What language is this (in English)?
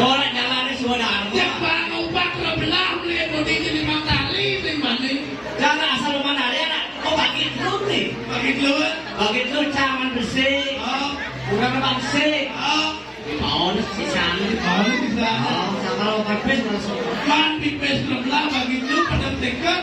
Balinese